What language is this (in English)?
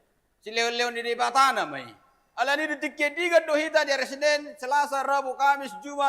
Batak Toba